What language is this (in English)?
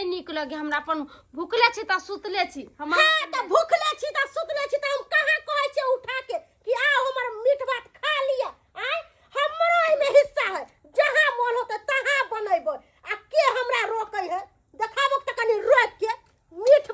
Maithili